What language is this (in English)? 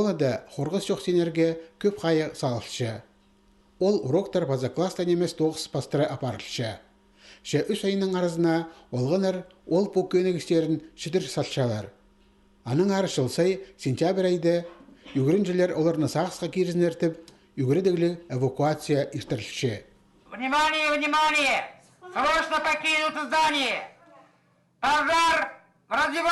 Khakas